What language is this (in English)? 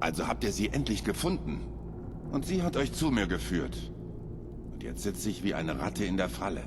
Bavarian